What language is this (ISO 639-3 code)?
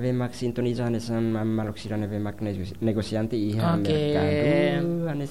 tet